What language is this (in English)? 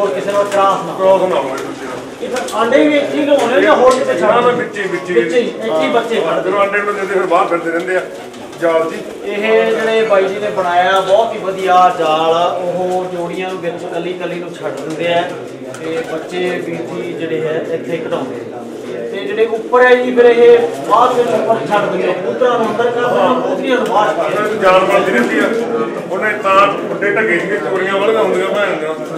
Punjabi